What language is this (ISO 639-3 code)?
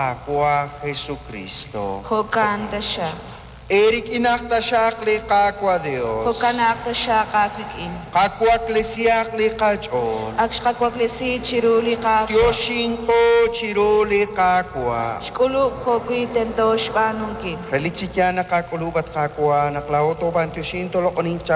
kek